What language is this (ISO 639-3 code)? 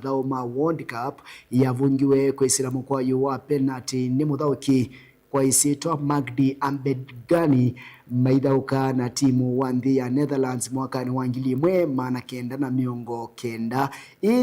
kam